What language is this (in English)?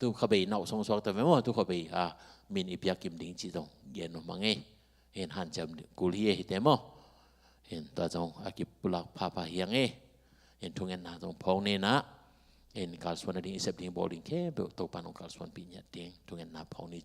Tedim Chin